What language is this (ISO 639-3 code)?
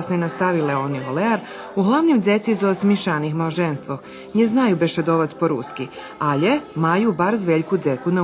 rue